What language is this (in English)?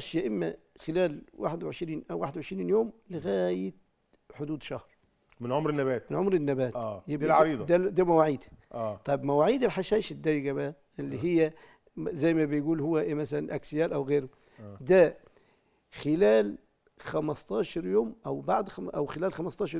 Egyptian Arabic